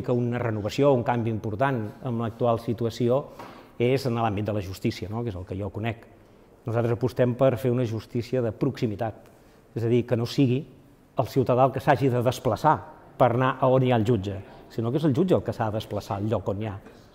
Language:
Catalan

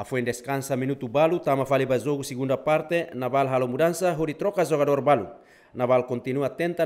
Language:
Tetum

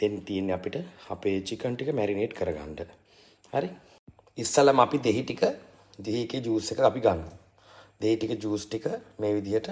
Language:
Sinhala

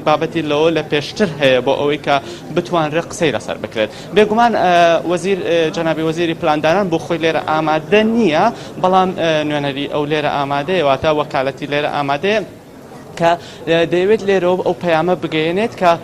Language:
Central Kurdish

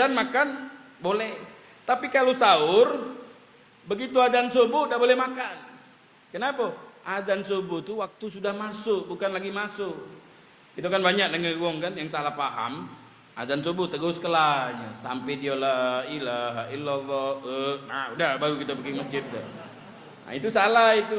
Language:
Musi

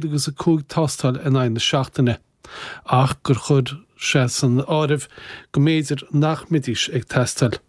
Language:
Irish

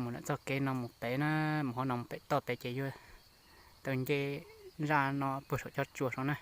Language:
Hmong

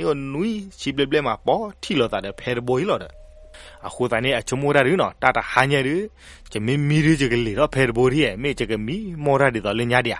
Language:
S'gaw Karen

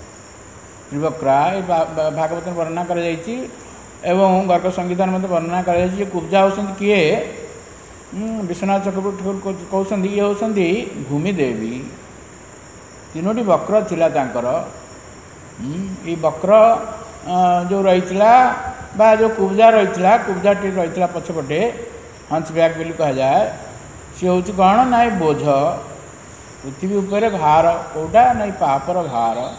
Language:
Odia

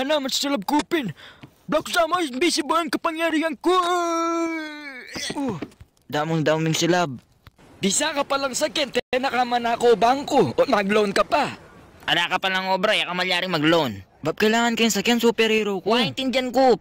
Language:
Pampanga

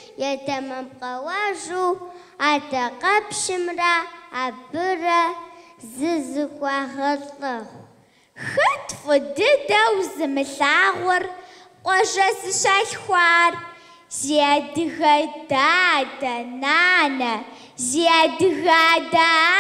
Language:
Kabardian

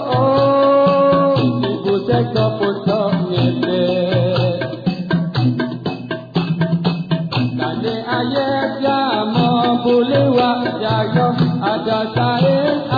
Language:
Malay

